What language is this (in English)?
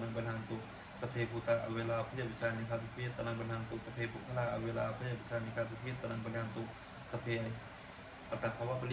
Pali